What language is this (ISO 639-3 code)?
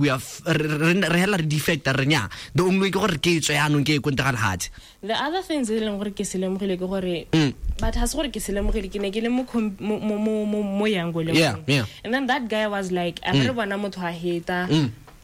tsn